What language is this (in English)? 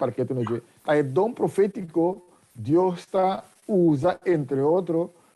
Papiamento